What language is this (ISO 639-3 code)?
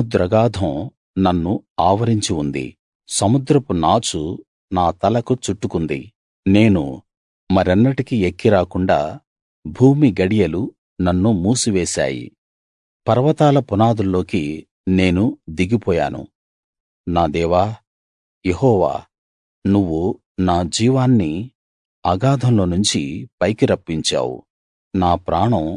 tel